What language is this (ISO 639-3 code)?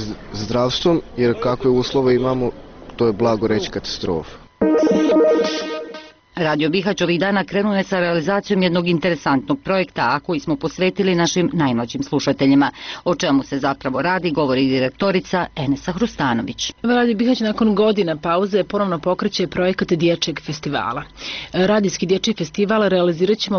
bos